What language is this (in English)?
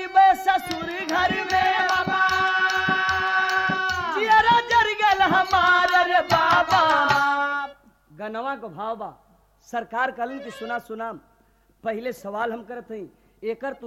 Bhojpuri